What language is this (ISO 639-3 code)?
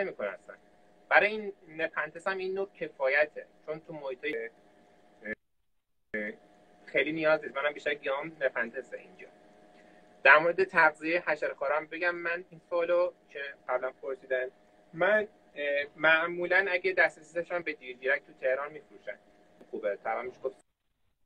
fas